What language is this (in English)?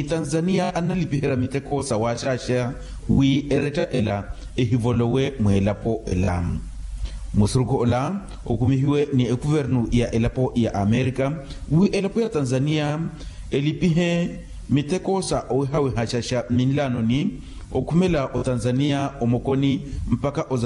Makhuwa